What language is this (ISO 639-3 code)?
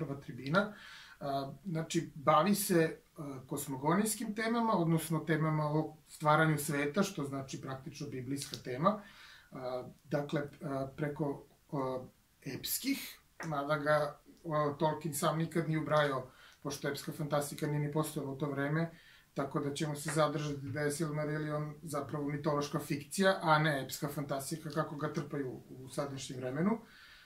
srp